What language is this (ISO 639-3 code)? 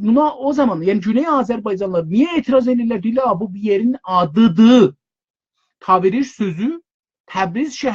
azb